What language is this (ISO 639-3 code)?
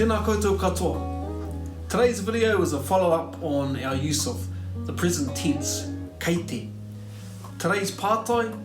mri